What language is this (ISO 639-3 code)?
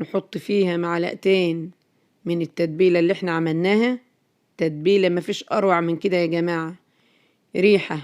arz